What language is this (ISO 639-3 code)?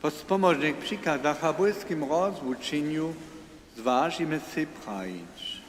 hsb